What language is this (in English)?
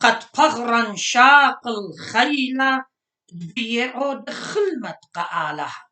Assyrian Neo-Aramaic